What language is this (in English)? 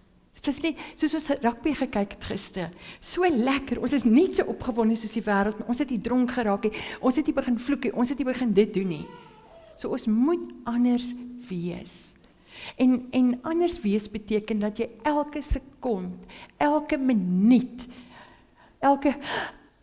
Afrikaans